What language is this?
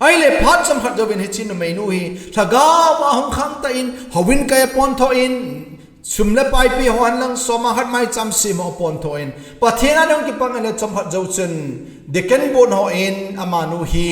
Thado Chin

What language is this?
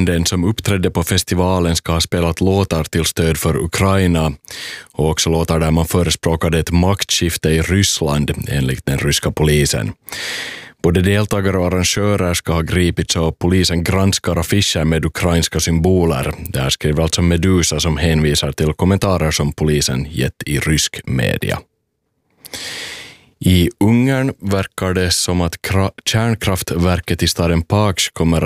Swedish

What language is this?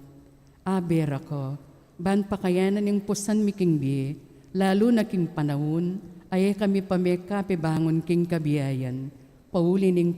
Pampanga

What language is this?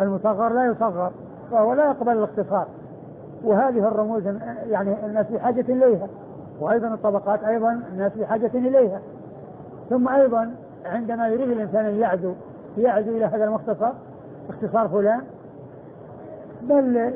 Arabic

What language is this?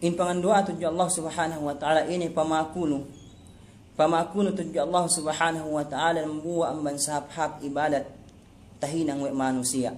Yakan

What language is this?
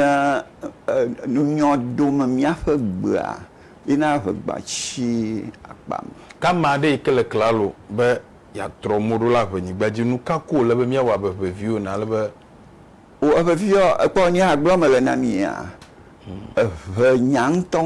Ewe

